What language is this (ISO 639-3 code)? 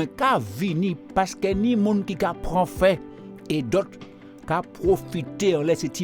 gcf